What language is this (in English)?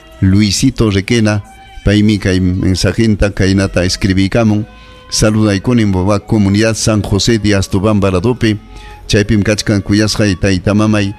Ayacucho Quechua